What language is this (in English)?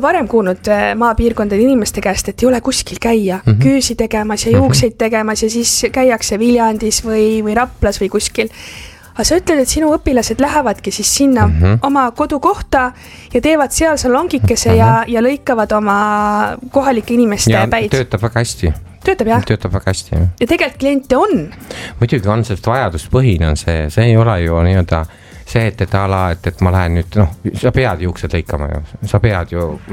Estonian